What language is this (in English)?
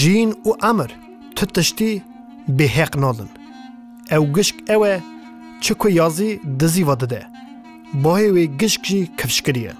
Kurdish